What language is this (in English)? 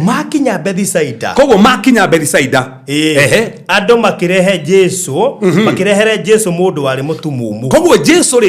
Kikuyu